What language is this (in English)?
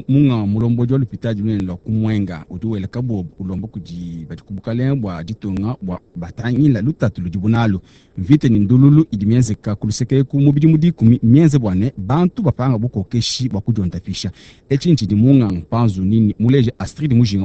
Luba-Lulua